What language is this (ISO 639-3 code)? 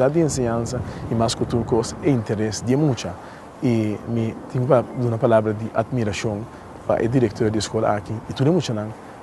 pap